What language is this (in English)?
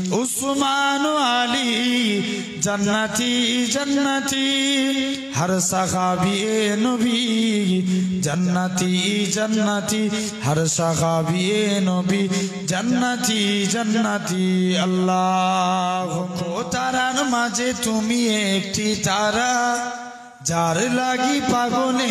Bangla